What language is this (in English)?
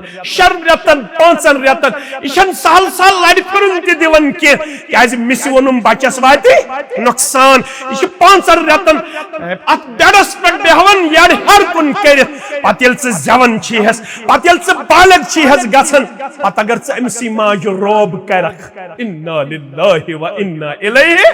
Kashmiri